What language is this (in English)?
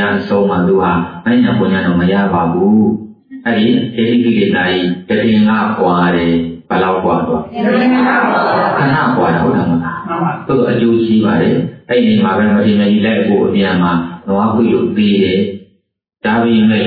Burmese